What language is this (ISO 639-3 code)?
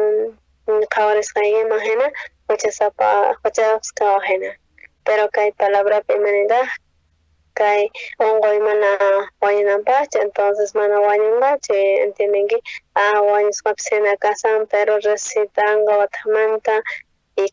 quh